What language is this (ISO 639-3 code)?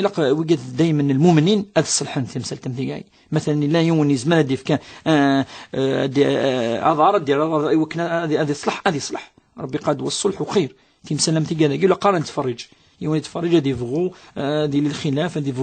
kab